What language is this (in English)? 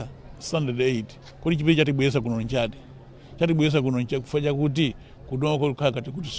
Nyanja